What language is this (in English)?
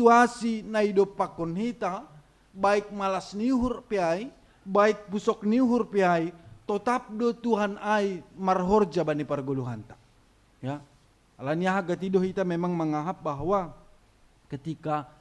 Batak Simalungun